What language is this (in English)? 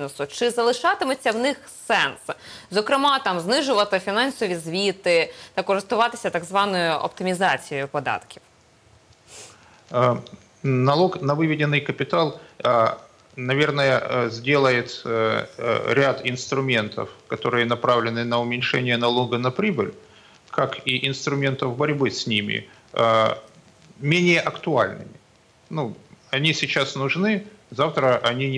Russian